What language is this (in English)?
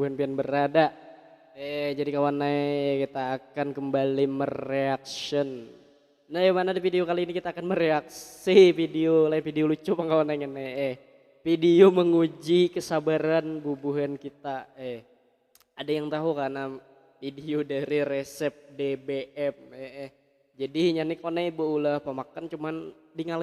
Banjar